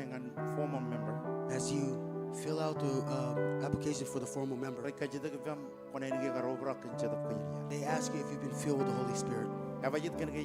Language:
Marshallese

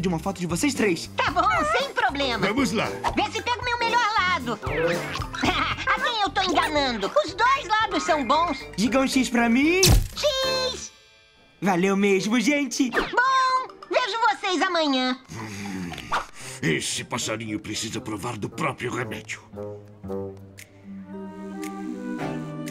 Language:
Portuguese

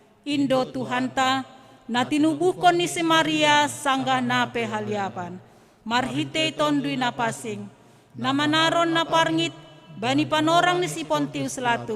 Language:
Batak Simalungun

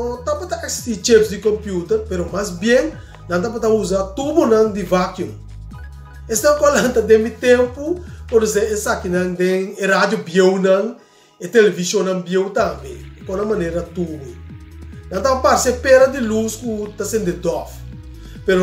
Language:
Papiamento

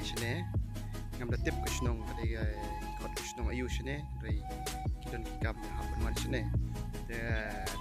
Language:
Khasi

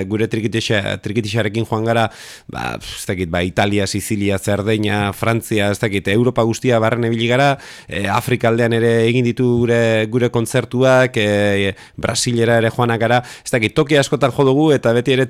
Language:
Basque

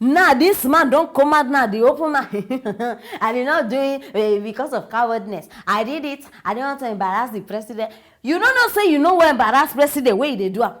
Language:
Nigerian Pidgin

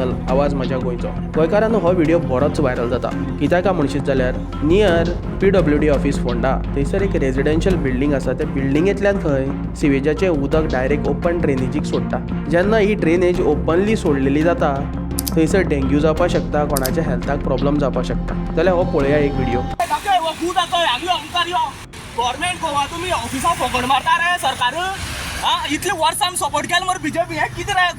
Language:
Konkani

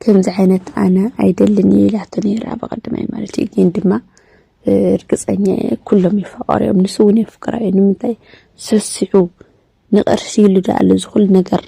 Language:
Tigrinya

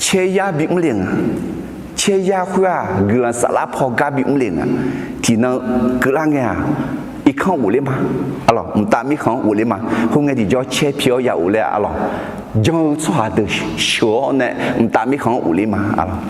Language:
Akha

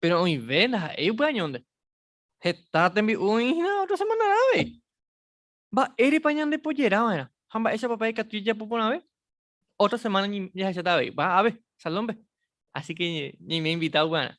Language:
Guarani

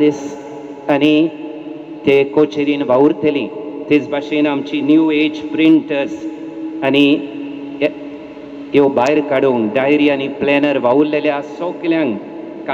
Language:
Konkani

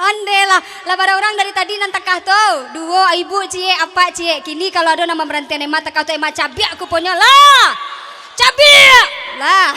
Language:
Minangkabau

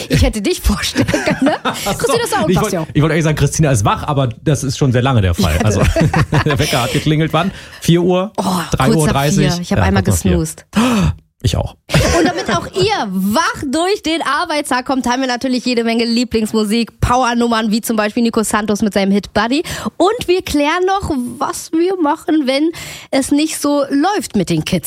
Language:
German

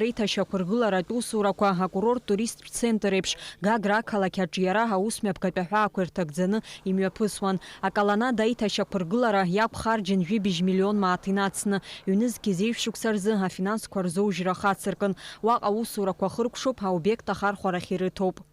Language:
Abkhazian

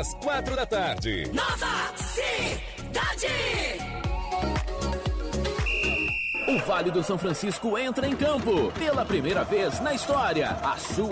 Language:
Portuguese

